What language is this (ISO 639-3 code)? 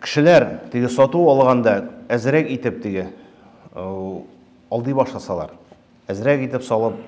tat